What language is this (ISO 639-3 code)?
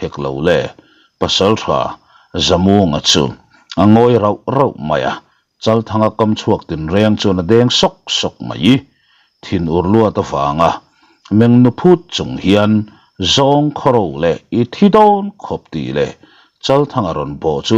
lus